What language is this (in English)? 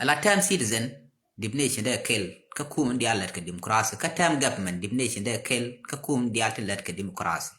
Nuer